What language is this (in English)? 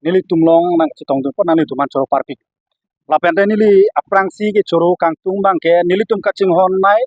Karbi